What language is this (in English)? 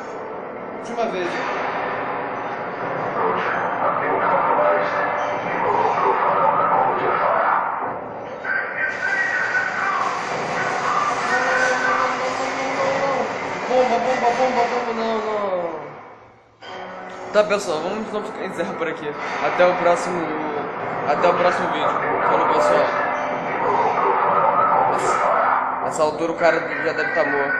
Portuguese